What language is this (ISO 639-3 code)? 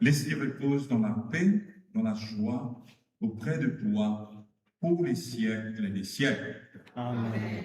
mfe